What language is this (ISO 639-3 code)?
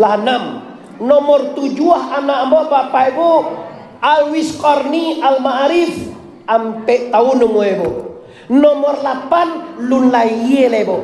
min